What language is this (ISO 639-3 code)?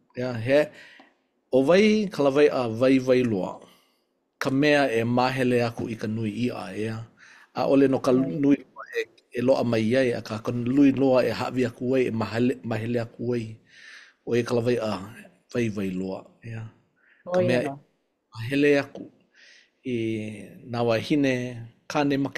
haw